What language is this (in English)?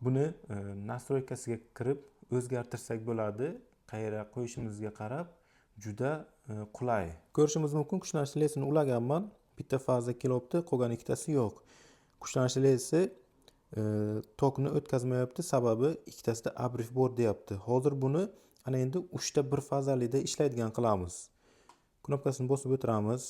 Uzbek